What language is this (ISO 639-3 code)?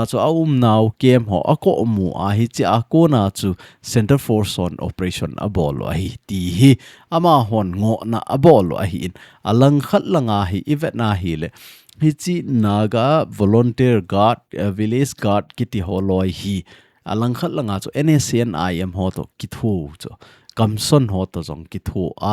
tcz